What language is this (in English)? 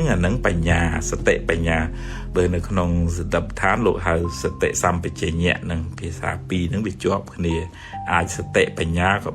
Khmer